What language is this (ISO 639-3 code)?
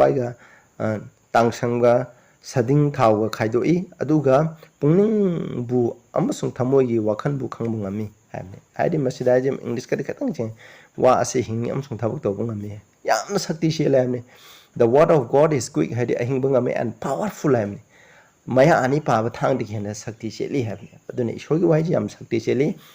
mni